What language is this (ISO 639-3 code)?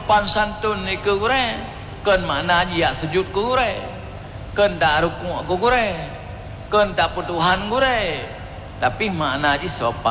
ace